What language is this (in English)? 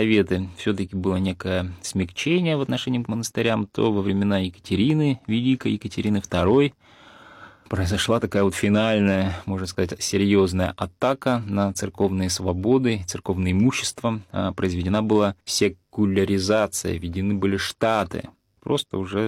Russian